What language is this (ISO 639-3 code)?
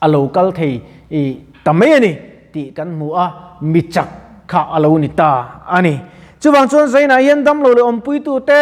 lus